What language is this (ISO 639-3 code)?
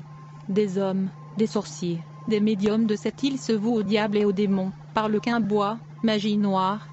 fra